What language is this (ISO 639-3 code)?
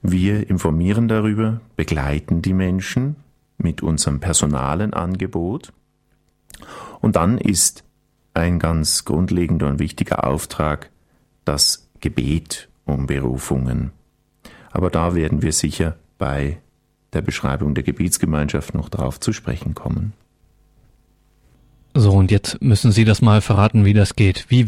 deu